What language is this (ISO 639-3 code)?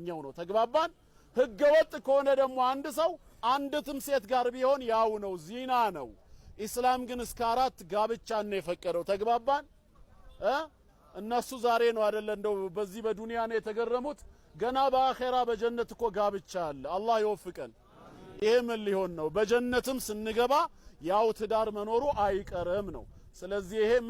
amh